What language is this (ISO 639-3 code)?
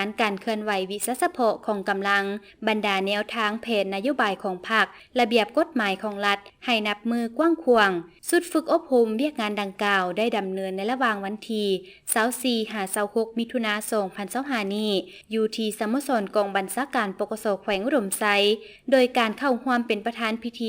lao